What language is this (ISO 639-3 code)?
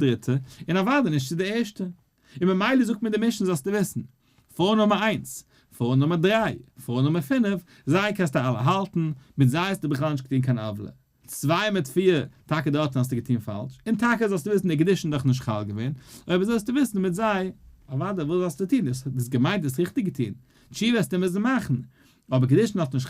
yid